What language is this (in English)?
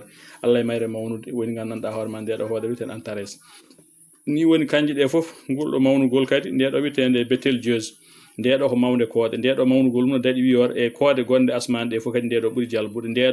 Fula